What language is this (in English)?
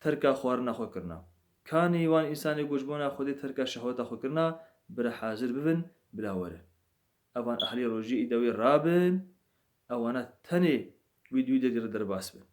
Kurdish